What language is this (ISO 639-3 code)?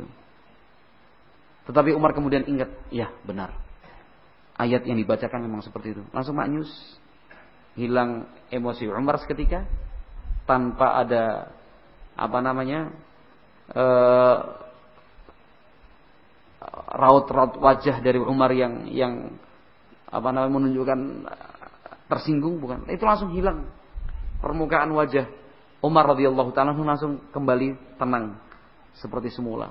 ind